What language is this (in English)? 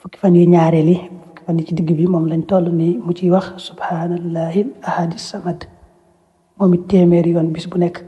Wolof